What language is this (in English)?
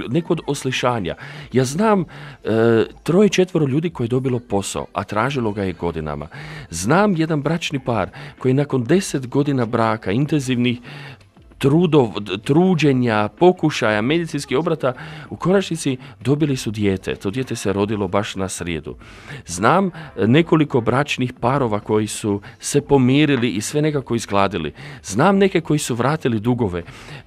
Croatian